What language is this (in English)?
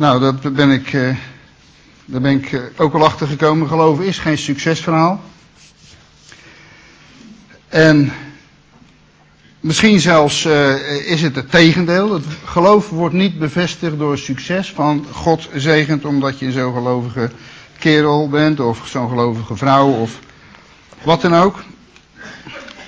Dutch